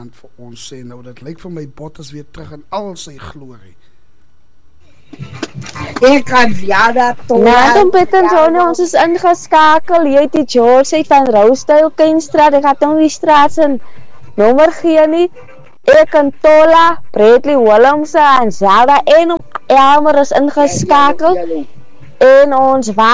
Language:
Afrikaans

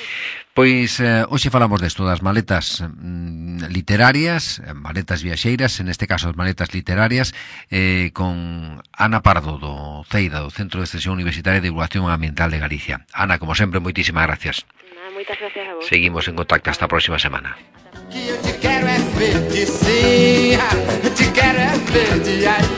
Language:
Galician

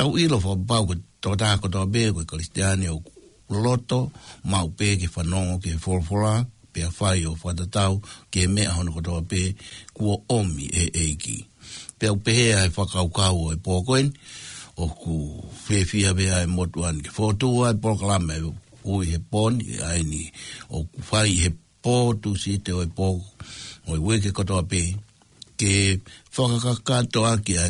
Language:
Tongan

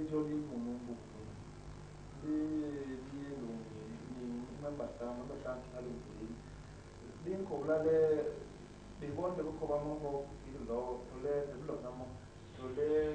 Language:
Basaa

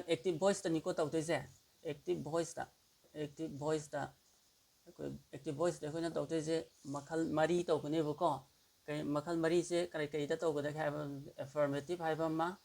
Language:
Manipuri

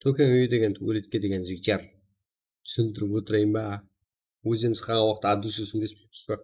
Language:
Kara-Kalpak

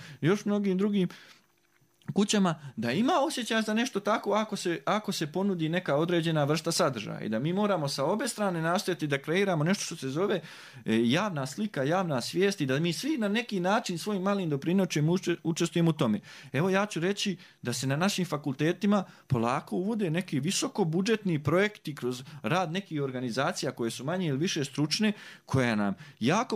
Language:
Bosnian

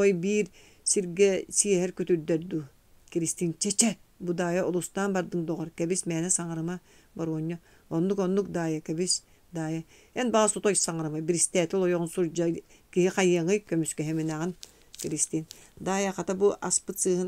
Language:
Yakut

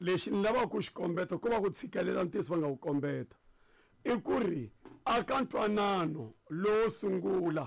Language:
Tsonga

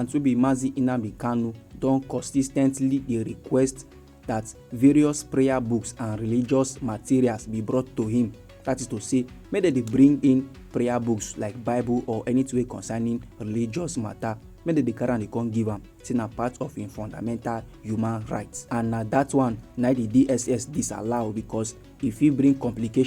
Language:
Nigerian Pidgin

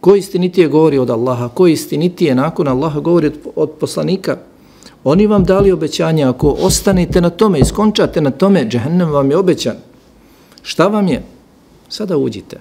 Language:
Bosnian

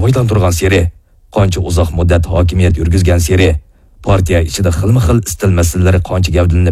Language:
Uyghur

